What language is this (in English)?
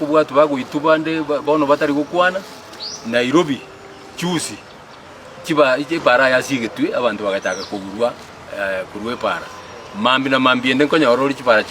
Gusii